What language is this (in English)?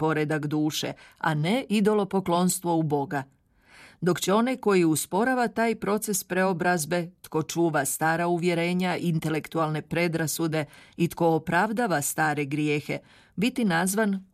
Croatian